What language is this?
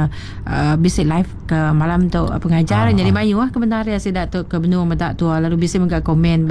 Iban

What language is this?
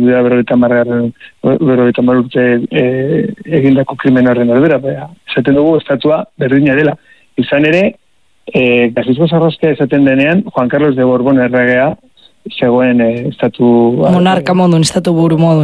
Basque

